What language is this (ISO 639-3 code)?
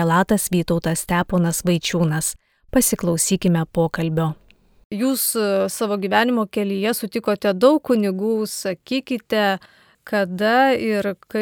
lit